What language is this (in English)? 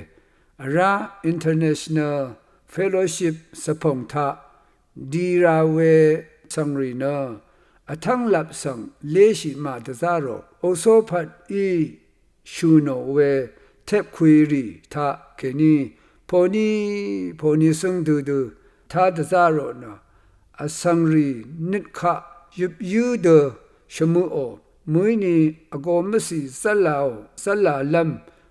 Rawang